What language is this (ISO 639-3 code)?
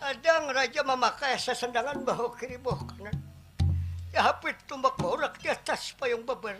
bjn